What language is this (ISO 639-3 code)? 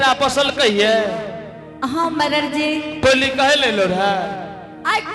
anp